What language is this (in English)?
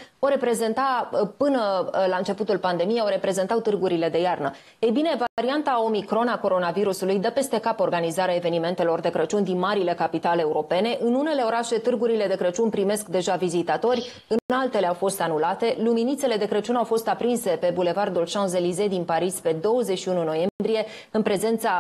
Romanian